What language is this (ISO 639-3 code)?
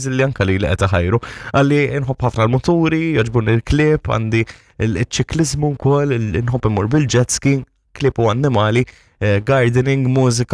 mlt